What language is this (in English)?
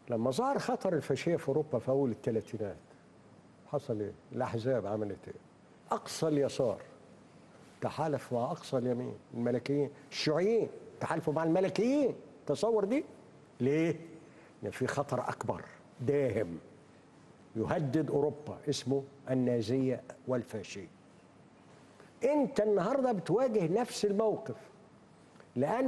Egyptian Arabic